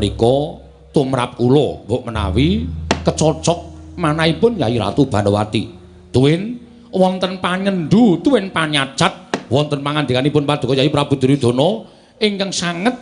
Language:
Javanese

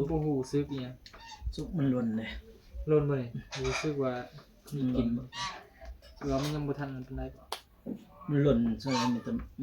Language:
Northeastern Thai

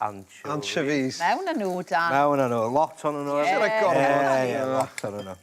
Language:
Welsh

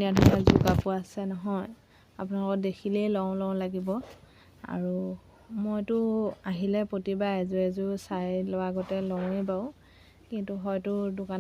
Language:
Assamese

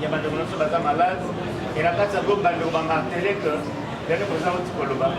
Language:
Lingala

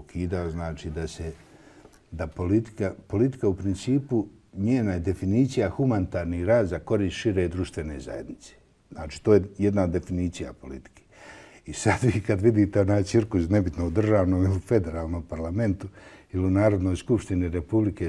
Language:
Bosnian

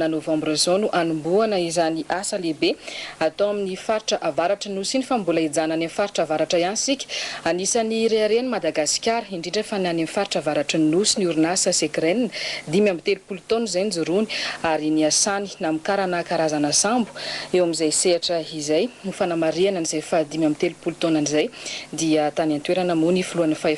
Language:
Malagasy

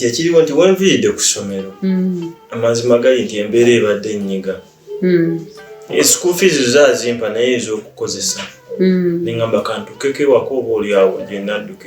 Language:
Ganda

